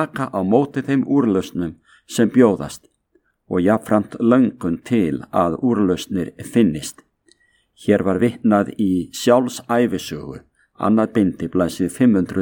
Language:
Icelandic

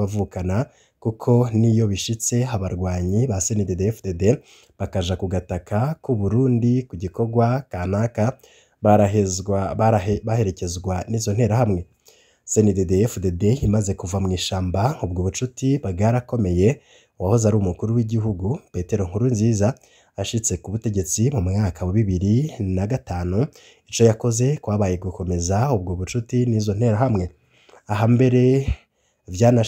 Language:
Rundi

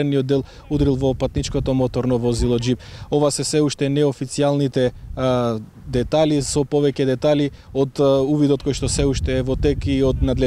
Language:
Macedonian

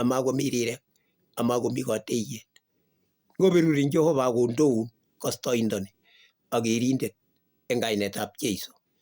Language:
Kalenjin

